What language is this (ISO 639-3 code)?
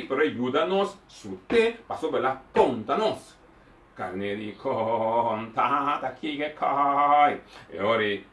pap